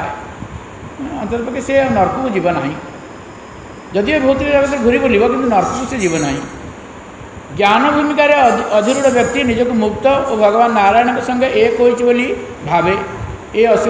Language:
Odia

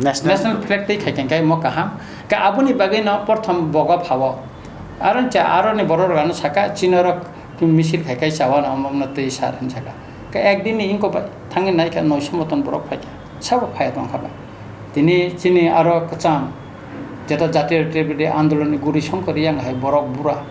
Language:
Kok Borok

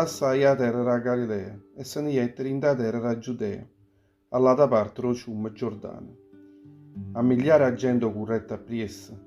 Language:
Neapolitan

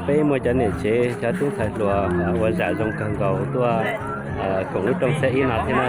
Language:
Hmong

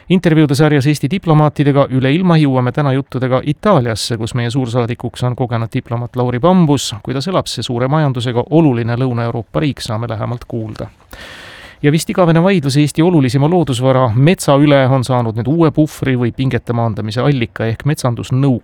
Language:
Estonian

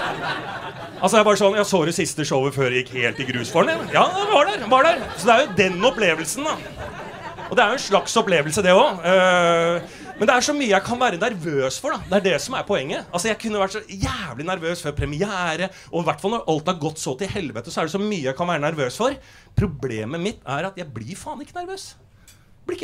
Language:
Norwegian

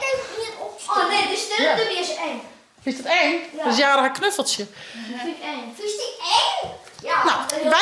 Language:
Western Frisian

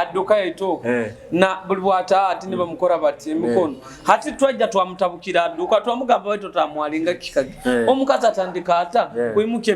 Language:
Nyoro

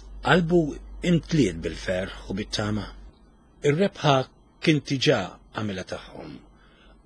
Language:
Maltese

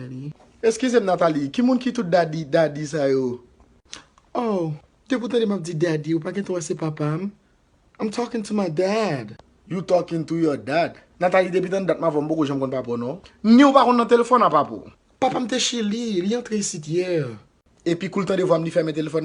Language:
Haitian Creole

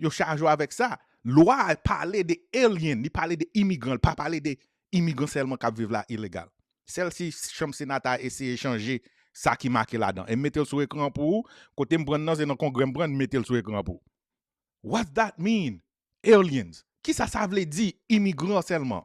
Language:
Haitian Creole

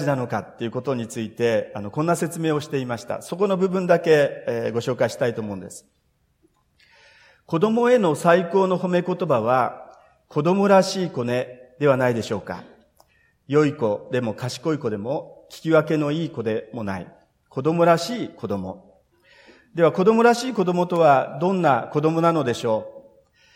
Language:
Japanese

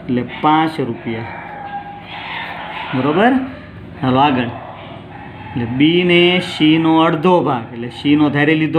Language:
Gujarati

